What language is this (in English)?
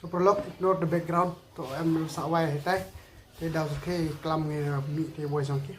Khasi